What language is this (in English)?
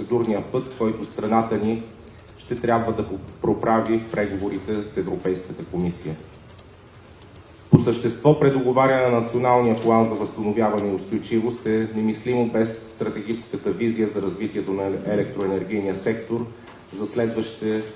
Bulgarian